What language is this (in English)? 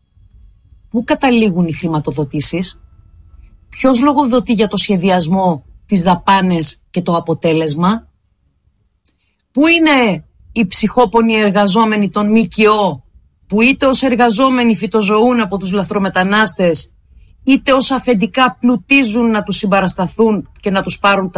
Greek